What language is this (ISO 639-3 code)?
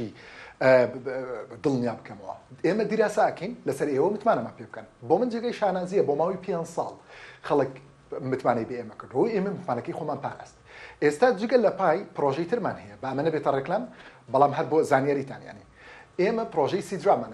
ckb